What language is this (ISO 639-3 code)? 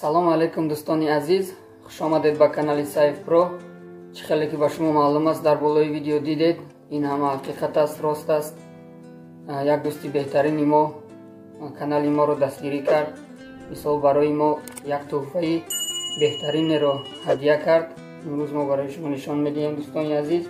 tgk